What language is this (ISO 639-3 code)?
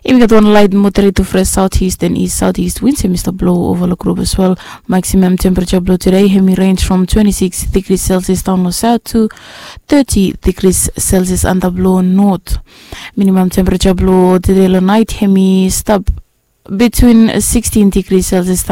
bis